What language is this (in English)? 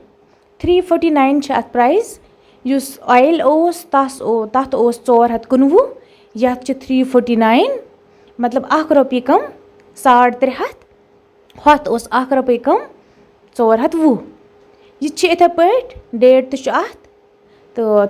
Kashmiri